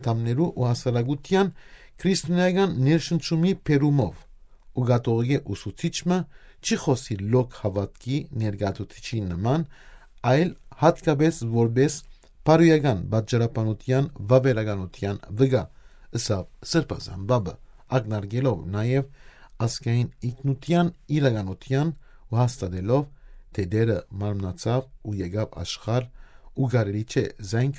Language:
Western Armenian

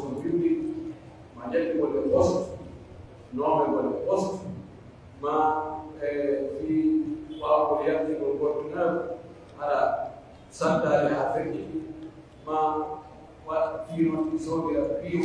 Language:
Pular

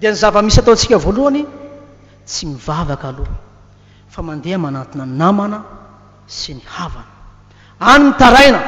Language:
Malagasy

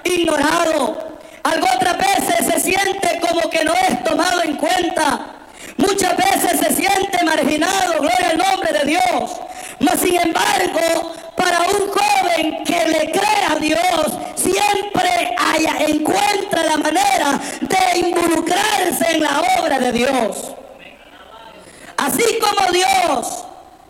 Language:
Spanish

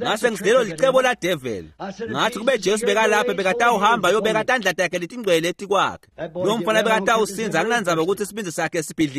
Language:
Swati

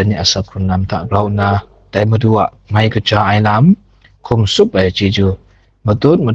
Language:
Kachin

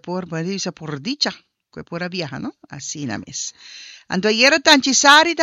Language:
Papiamento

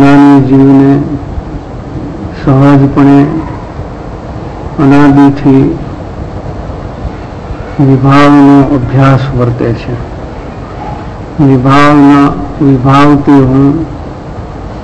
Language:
Gujarati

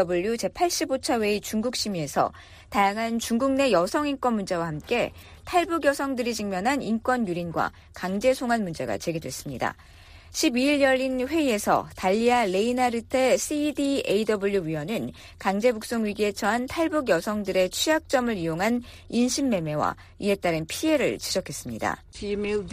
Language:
Korean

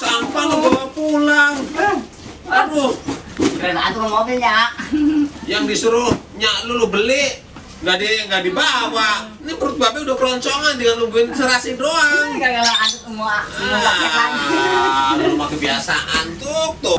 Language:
Betawi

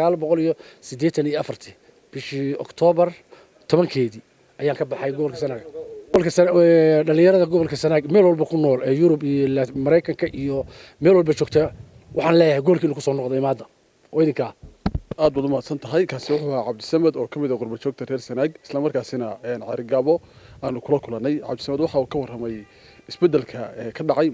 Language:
Somali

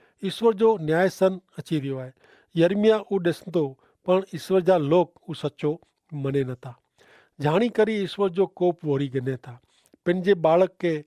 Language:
Kachhi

